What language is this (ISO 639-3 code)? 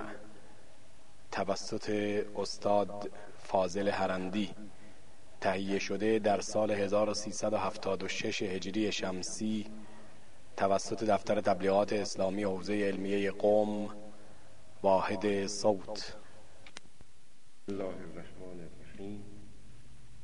fas